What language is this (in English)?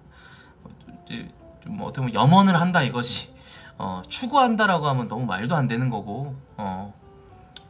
Korean